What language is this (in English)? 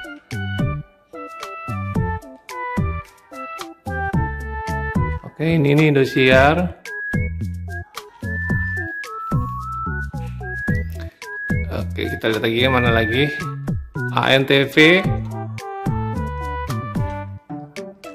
Indonesian